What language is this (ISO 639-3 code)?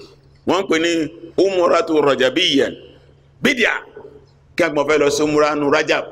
yor